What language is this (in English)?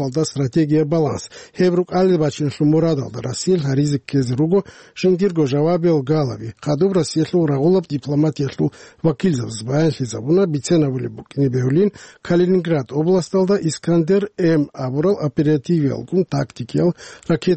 Avaric